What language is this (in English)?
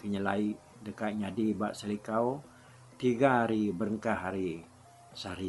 Iban